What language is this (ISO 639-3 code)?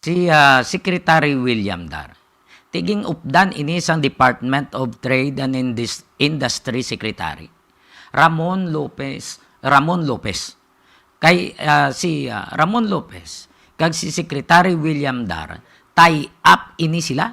hil